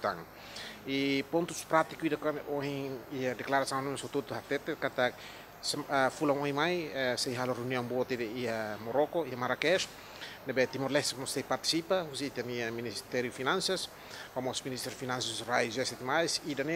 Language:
Tetum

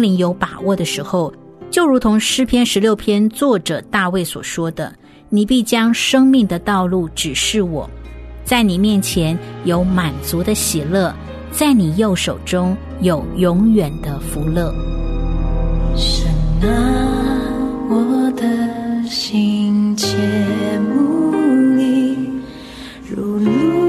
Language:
Chinese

